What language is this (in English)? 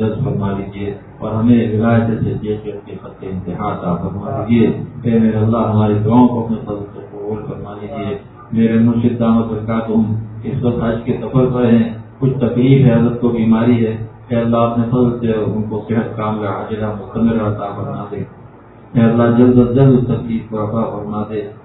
Urdu